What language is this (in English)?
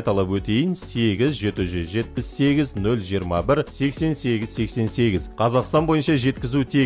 Kazakh